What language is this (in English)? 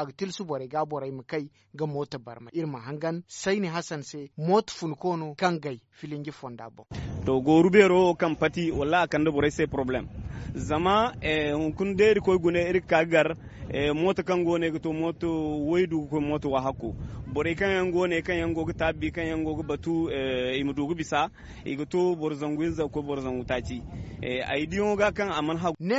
Zarma